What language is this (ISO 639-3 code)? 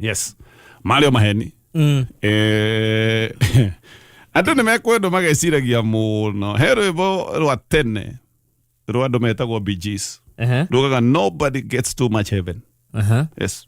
kik